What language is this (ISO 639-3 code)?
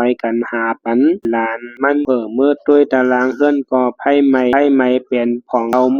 shn